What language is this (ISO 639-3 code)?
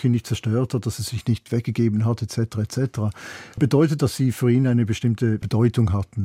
deu